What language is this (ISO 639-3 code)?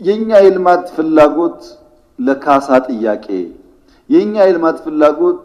amh